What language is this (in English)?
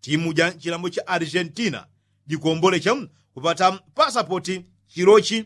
Yao